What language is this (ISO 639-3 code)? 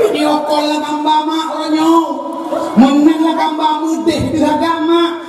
ace